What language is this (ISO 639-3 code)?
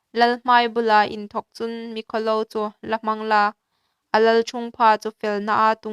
hmr